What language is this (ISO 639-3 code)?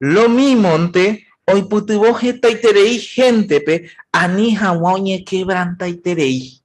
grn